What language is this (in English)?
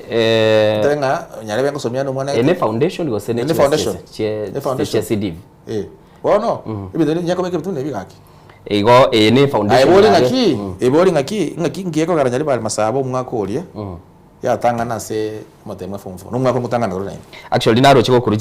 Gusii